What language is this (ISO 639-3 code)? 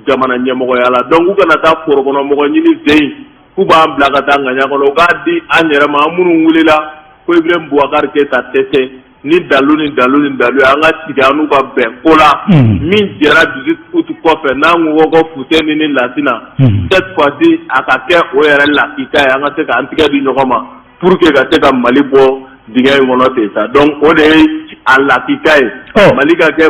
bam